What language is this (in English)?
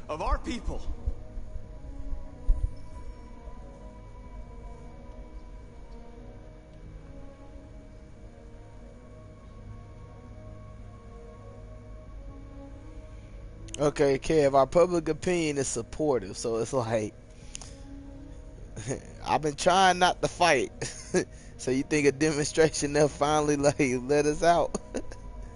English